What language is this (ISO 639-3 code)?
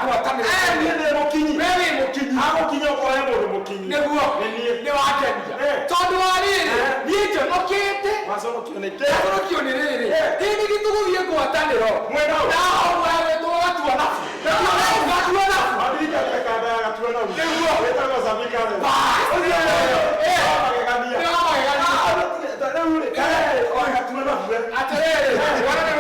kik